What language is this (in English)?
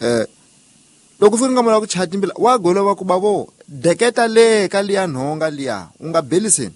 Tsonga